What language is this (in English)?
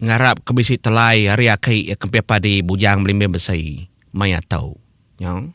Iban